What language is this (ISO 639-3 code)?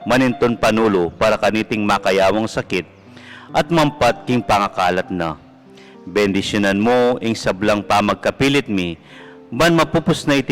pam